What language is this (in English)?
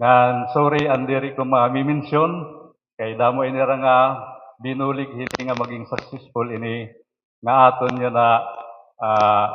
Waray